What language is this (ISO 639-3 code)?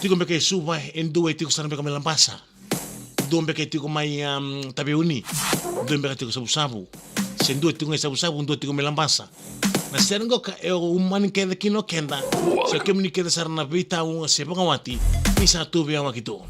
fij